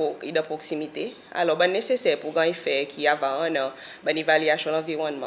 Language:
Seselwa Creole French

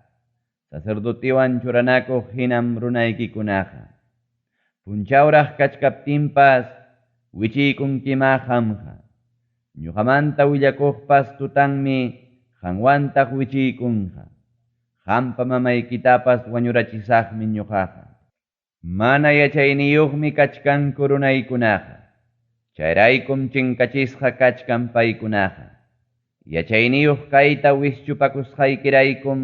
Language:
Ayacucho Quechua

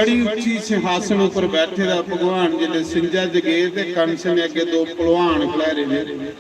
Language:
Dogri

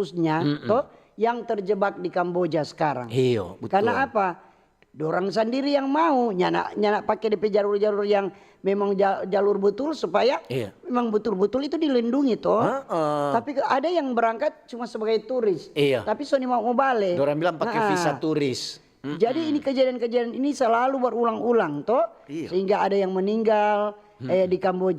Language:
Manado Malay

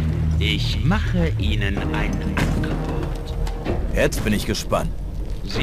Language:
Bavarian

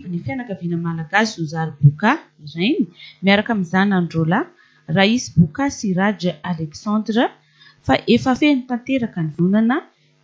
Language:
Malagasy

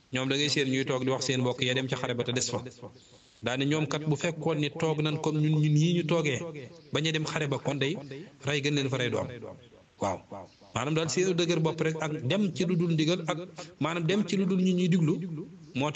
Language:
Wolof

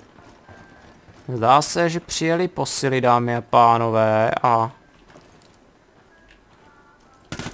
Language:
Czech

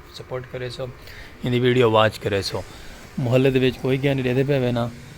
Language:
Saraiki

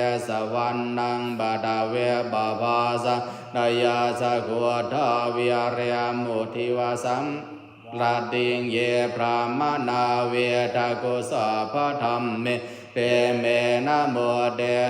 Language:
Pali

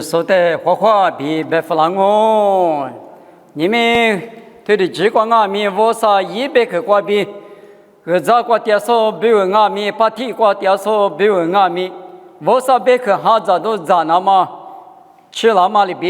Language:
Lisu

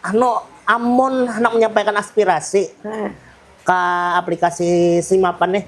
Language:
Banjar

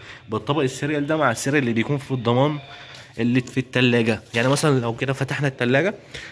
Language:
Egyptian Arabic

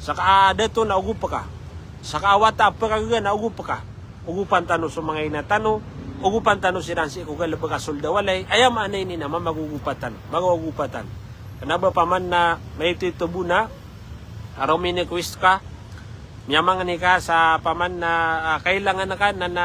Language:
Maranao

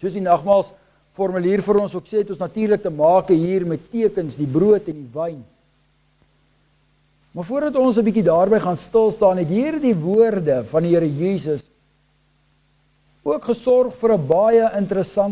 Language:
Afrikaans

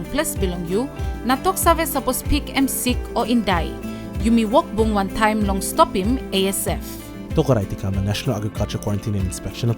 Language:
Tok Pisin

